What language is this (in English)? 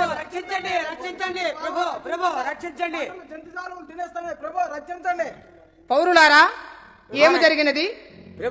Telugu